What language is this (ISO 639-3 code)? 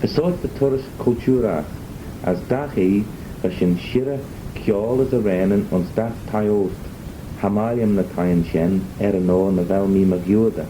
glv